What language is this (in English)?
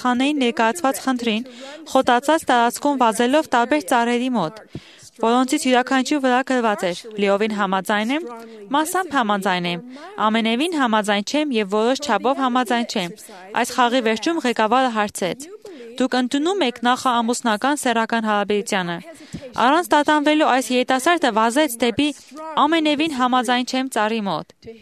Armenian